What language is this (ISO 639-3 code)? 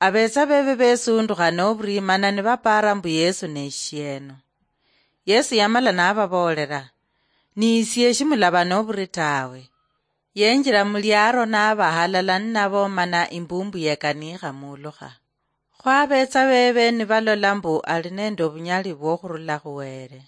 luy